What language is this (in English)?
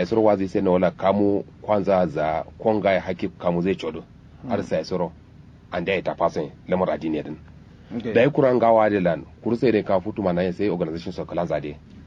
Kanuri